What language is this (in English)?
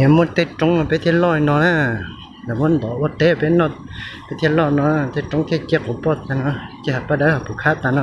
Hmong